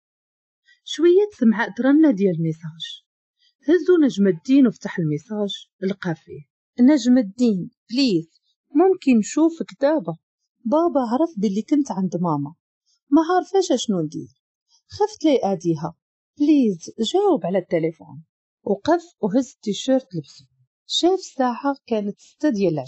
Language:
Moroccan Arabic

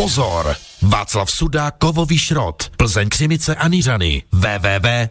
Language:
Czech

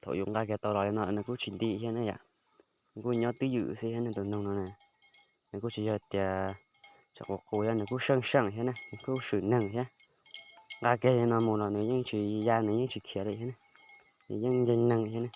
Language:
Hmong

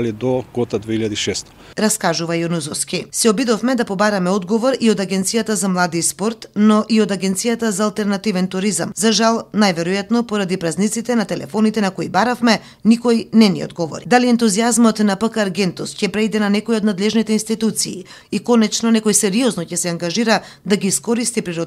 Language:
Macedonian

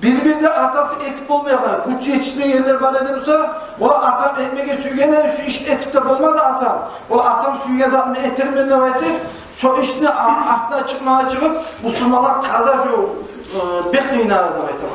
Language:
Kumyk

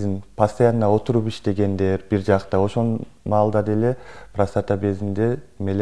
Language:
Kyrgyz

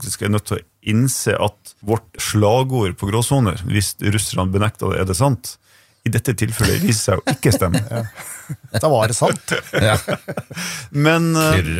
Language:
Norwegian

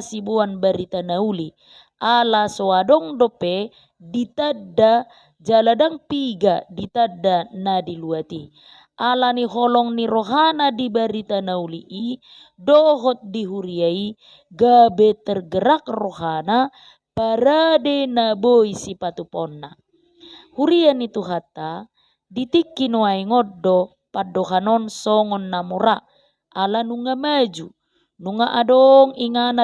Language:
Batak Toba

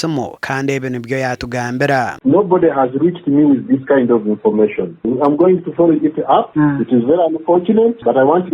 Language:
Nyankole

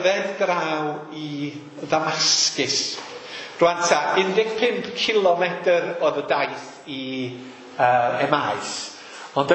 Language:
Welsh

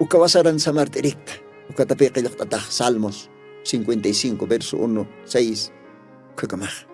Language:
Aymara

